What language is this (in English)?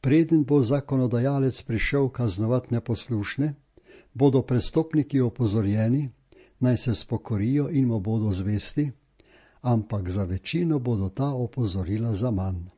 Slovenian